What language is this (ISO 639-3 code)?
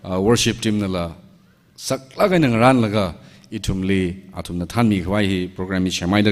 nmf